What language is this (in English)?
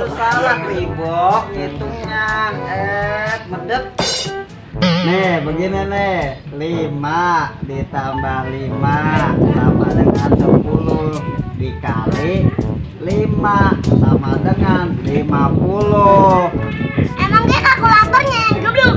Betawi